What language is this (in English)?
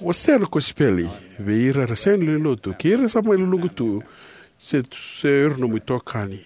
Fijian